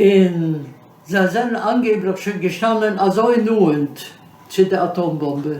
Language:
Yiddish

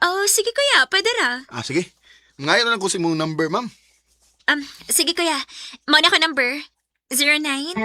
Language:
Cebuano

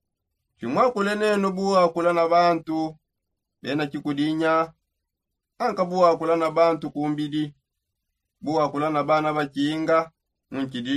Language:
Songe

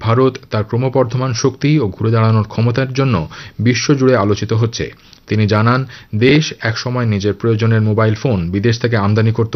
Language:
Bangla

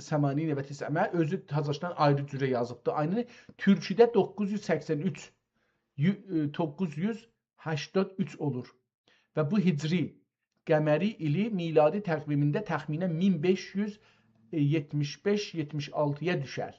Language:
South Azerbaijani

